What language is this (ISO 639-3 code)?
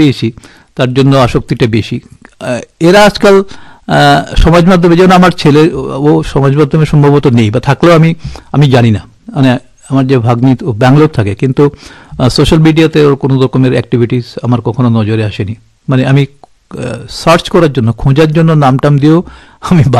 ben